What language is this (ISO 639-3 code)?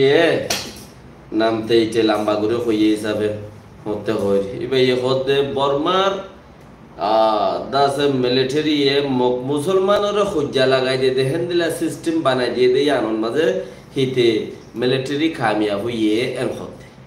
rhg